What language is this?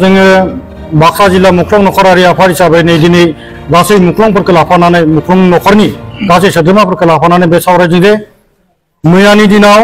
Bodo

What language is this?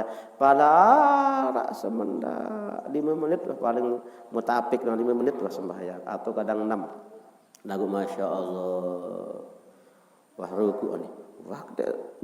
Sasak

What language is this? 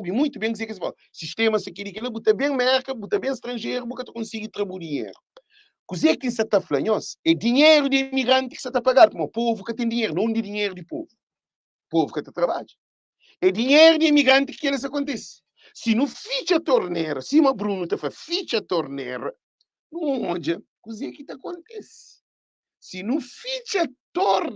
Kabuverdianu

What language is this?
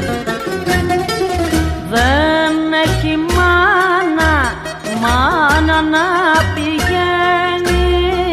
Greek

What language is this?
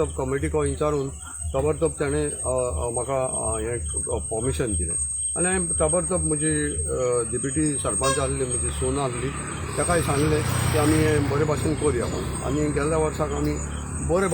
Konkani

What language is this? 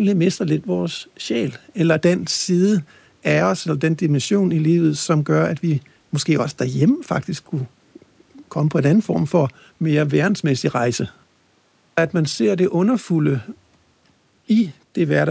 Danish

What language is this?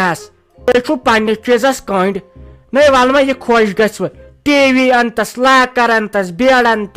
Kashmiri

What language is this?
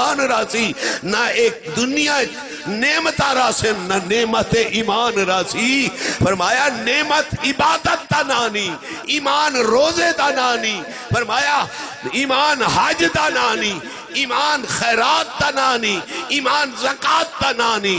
Saraiki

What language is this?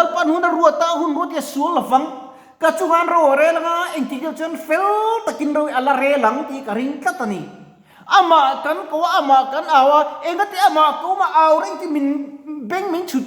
Mizo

